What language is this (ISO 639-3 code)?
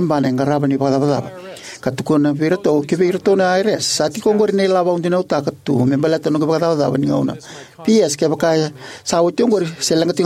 fij